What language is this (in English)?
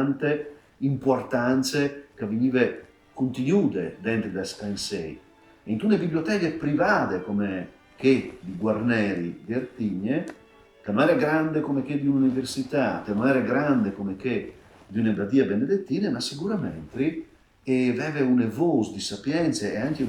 Friulian